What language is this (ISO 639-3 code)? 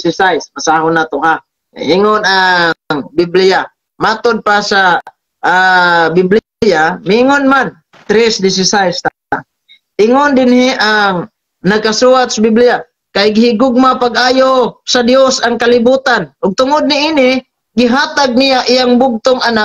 ceb